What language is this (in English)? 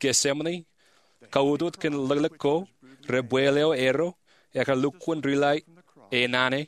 Marshallese